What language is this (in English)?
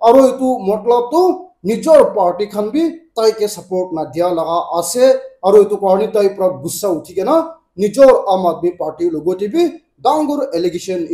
Naga Pidgin